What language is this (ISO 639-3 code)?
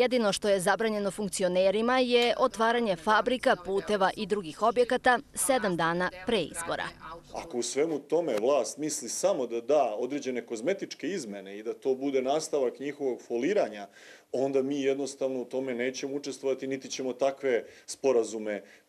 srp